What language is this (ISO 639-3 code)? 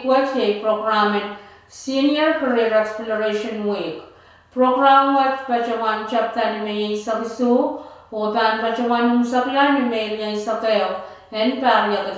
pon